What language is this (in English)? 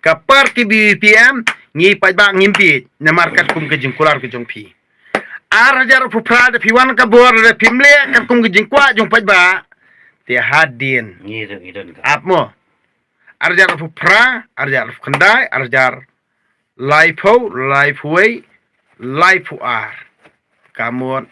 Khasi